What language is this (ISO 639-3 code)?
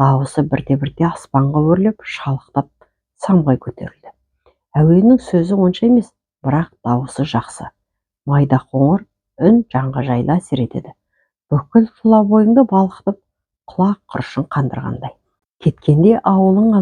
kaz